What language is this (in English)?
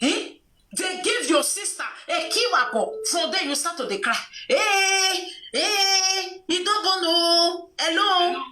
Nigerian Pidgin